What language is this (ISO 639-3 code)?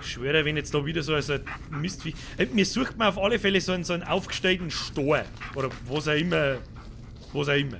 bar